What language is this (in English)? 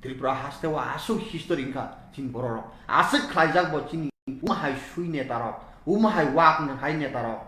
Kok Borok